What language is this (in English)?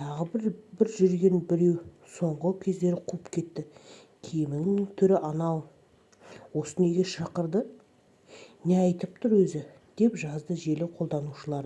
Kazakh